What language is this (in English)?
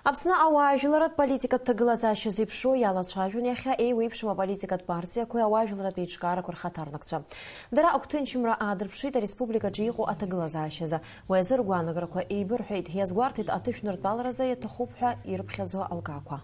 Abkhazian